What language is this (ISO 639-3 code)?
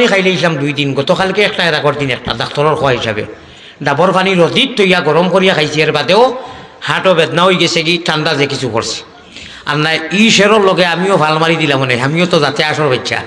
syl